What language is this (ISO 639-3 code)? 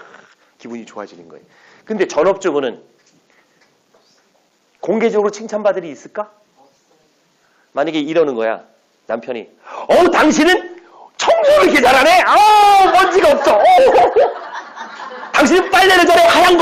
kor